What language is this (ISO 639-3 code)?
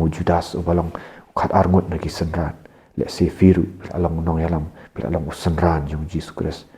kha